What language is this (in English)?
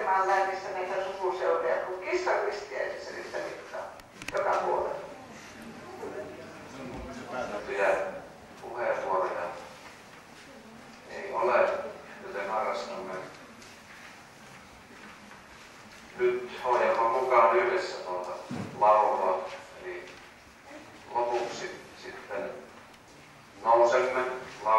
Finnish